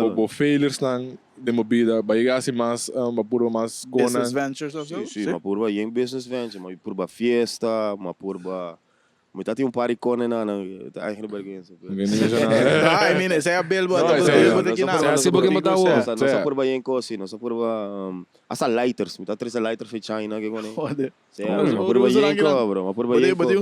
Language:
Papiamento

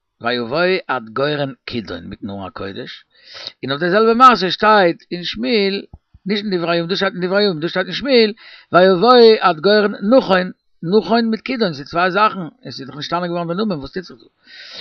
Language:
Yiddish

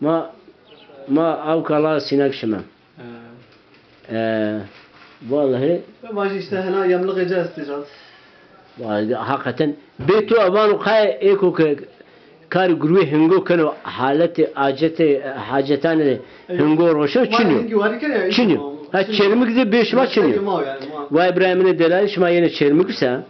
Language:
Zaza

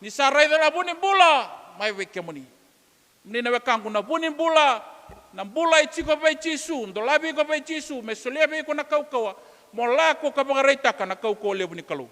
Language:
Fijian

